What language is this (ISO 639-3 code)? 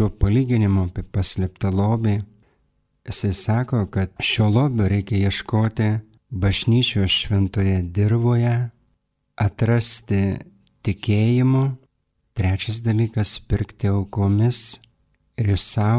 lit